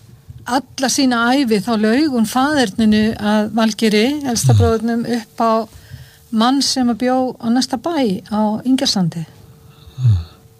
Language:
Icelandic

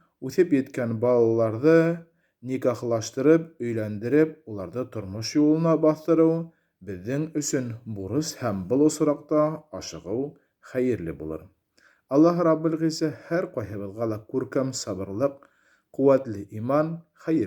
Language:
Bashkir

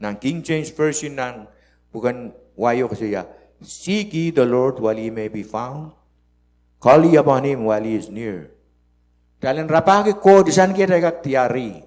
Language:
Pohnpeian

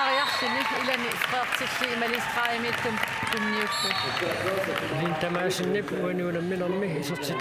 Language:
Kalaallisut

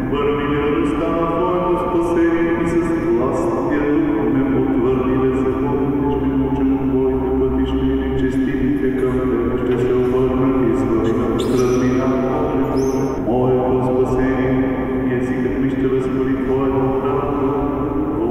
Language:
Bulgarian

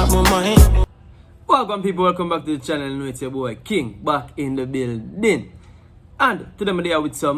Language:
Jamaican Creole English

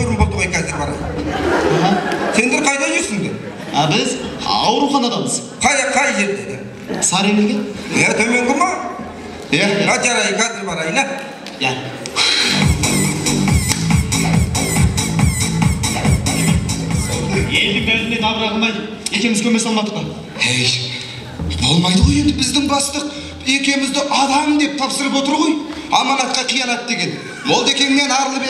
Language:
Kazakh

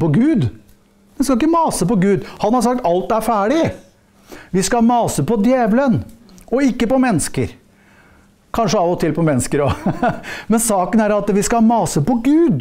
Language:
Norwegian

